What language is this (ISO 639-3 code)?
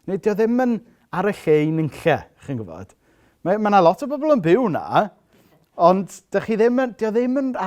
cym